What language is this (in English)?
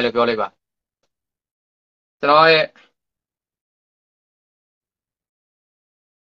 Burmese